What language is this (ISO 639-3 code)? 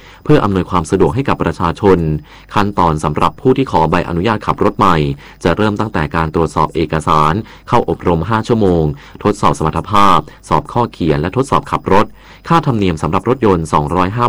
tha